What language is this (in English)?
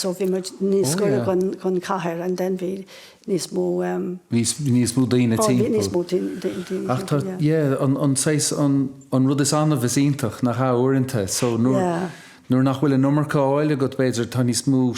Irish